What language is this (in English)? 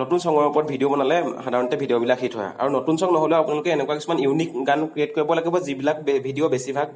Assamese